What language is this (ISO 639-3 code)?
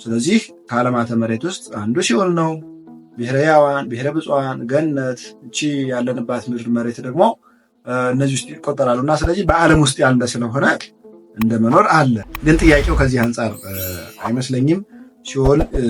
amh